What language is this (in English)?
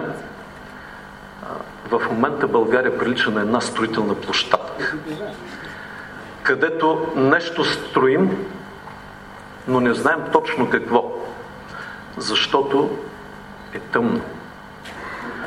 Bulgarian